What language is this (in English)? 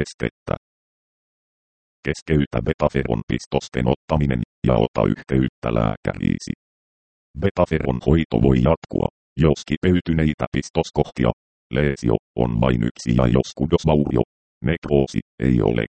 Finnish